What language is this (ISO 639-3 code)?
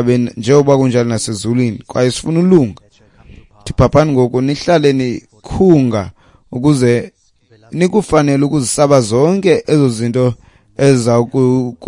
xho